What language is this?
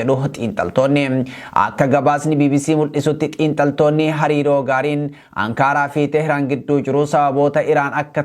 Oromo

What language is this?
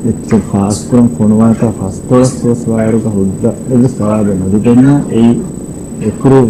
Divehi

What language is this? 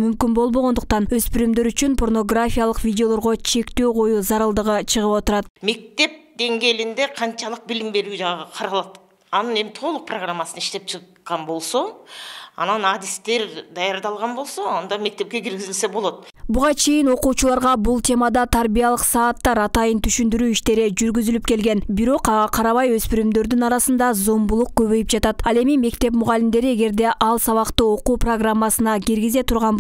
Kyrgyz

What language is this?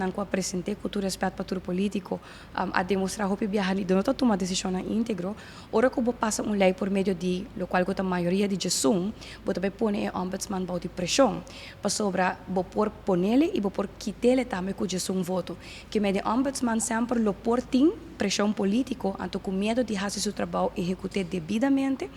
Papiamento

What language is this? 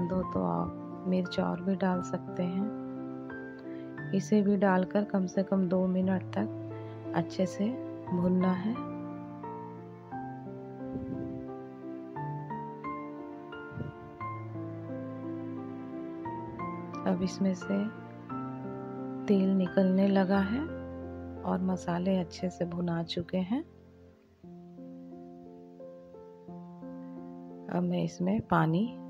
Hindi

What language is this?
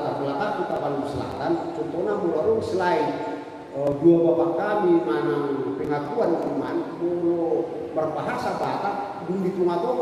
Batak Toba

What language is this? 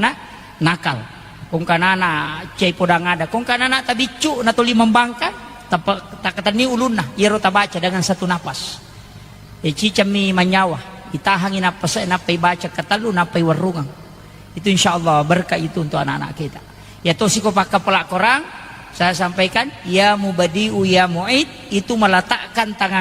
Buginese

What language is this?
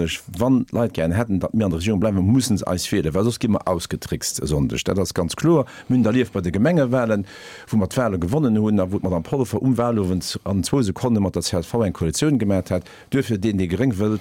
Luxembourgish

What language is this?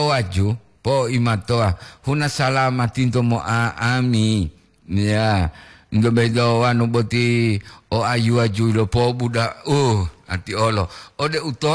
Gorontalo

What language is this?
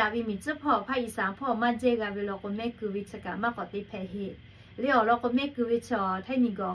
Lahu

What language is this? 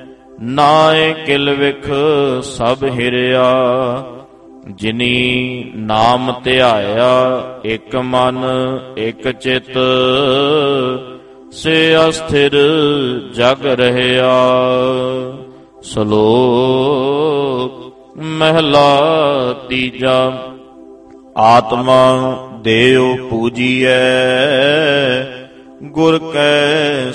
Punjabi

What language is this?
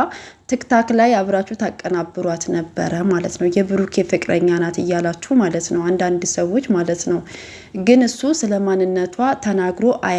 Amharic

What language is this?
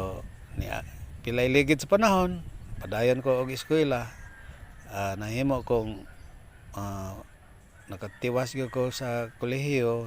Cebuano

